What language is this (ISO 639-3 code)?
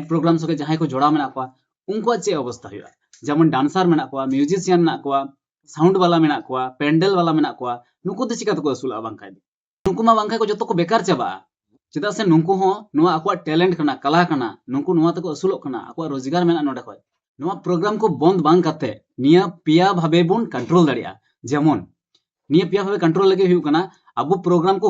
sat